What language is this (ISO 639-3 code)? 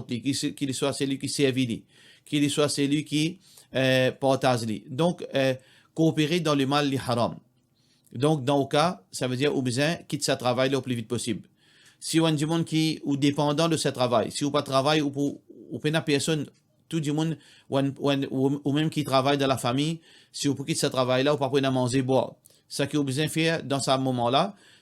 mfe